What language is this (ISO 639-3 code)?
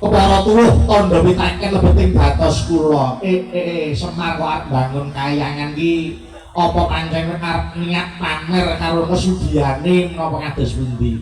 jav